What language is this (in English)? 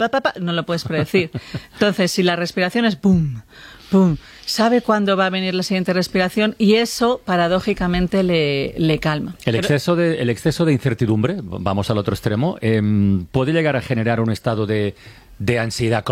Spanish